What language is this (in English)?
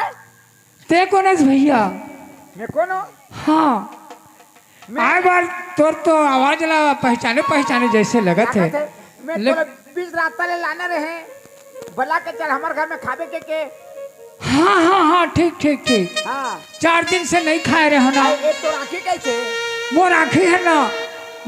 Chhattisgarhi